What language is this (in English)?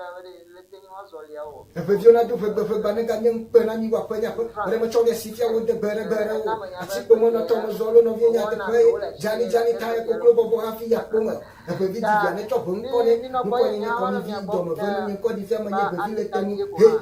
Ewe